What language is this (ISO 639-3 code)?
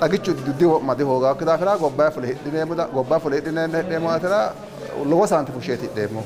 sid